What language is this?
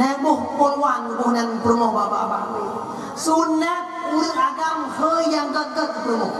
Achinese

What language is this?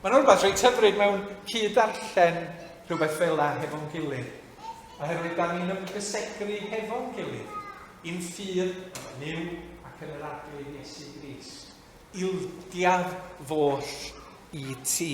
Welsh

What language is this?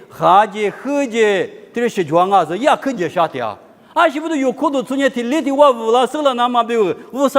Lisu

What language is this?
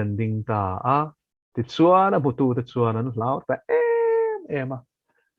Mizo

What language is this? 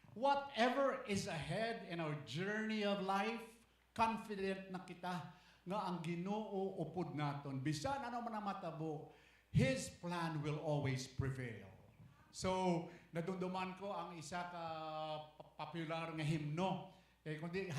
Hiligaynon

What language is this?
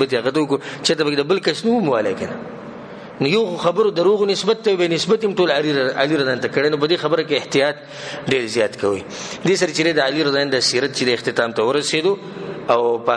Pashto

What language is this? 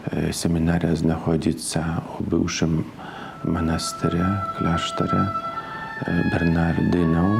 Belarusian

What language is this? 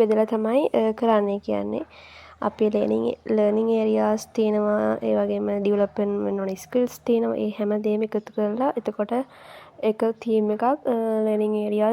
Sinhala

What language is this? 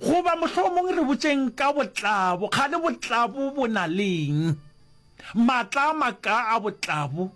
Northern Sotho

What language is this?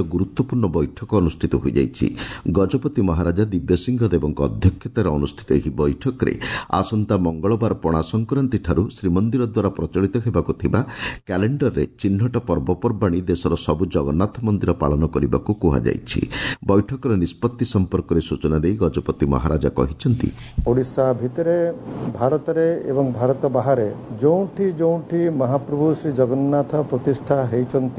Odia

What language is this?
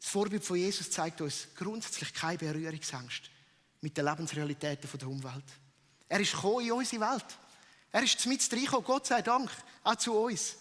Swiss German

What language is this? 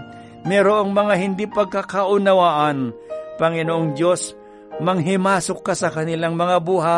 Filipino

